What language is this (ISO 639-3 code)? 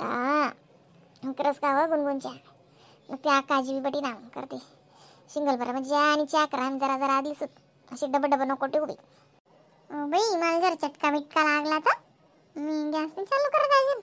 khn